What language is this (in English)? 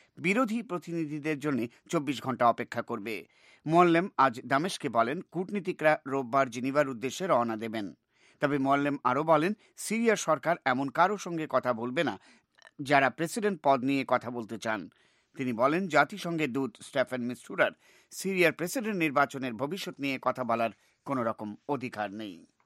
Bangla